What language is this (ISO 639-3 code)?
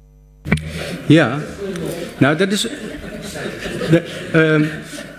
nld